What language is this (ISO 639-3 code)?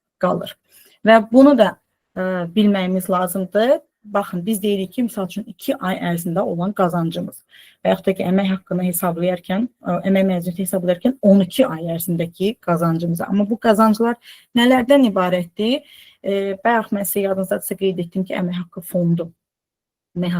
aze